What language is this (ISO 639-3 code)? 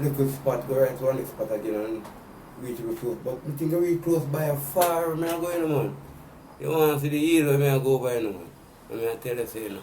jam